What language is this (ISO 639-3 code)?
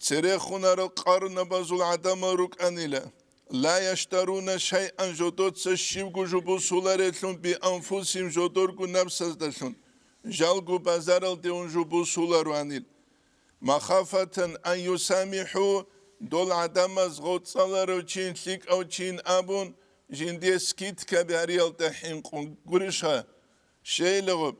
ava